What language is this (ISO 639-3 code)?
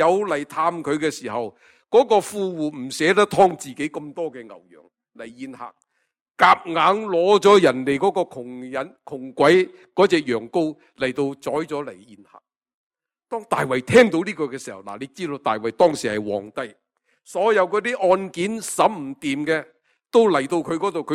yue